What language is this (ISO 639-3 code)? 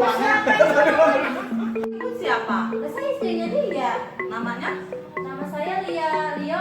bew